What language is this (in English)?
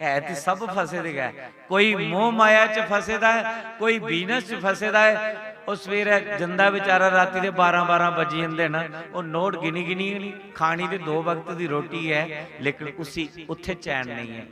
Dogri